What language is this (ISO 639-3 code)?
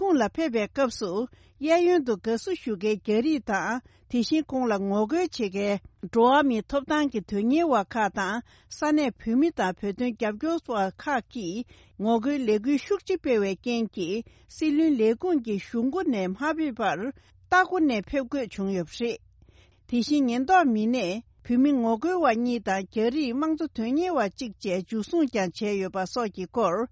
bod